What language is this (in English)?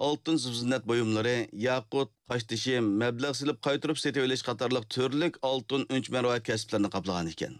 Uyghur